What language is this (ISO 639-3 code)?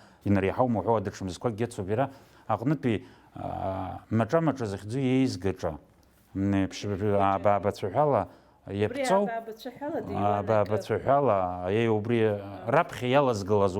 abk